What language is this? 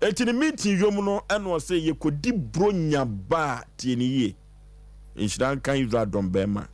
Akan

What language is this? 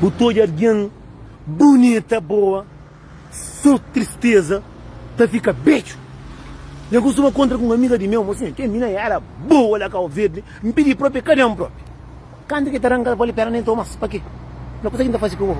Kabuverdianu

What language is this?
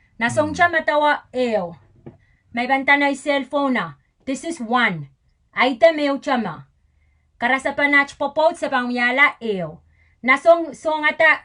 Pohnpeian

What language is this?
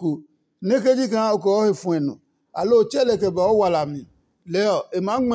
Adangme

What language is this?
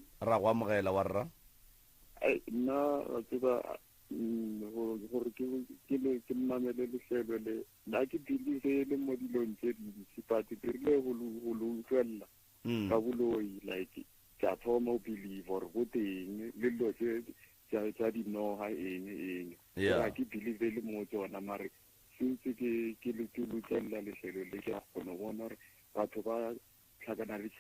Northern Sotho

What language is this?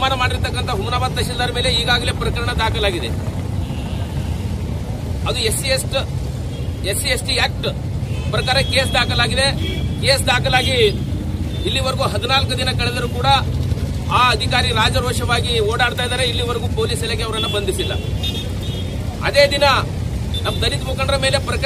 Kannada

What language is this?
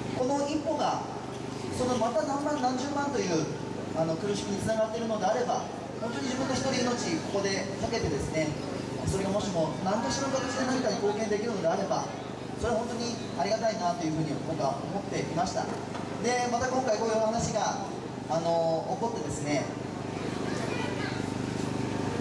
Japanese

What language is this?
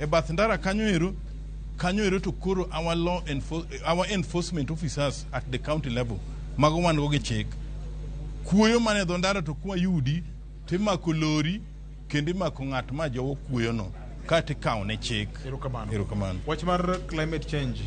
Luo (Kenya and Tanzania)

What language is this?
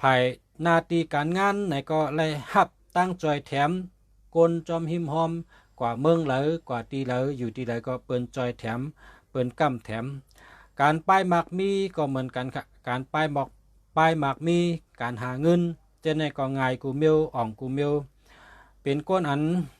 Shan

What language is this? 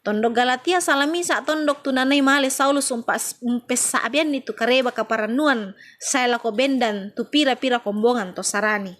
Toraja-Sa'dan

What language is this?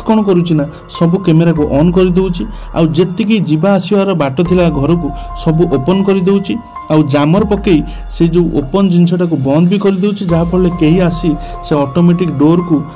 Odia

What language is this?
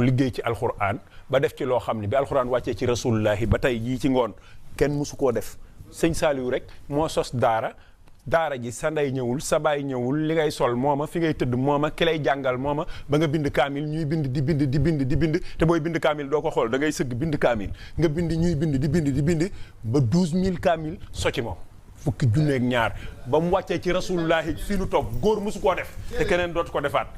Wolof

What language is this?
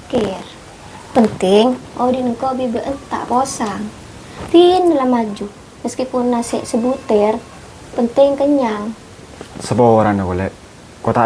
Madurese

